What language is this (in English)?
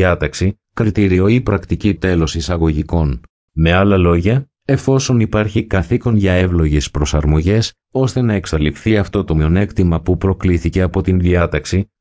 Greek